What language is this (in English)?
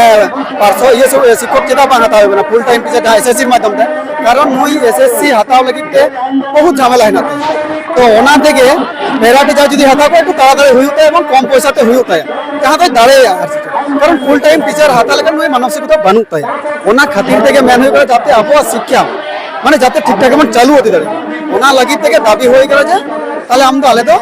Santali